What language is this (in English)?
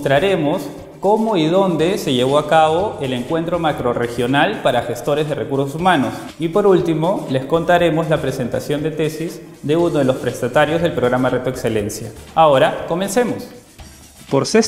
Spanish